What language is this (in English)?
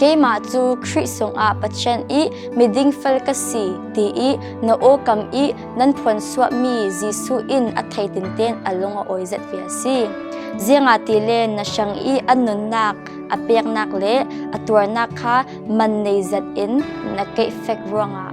Falam Chin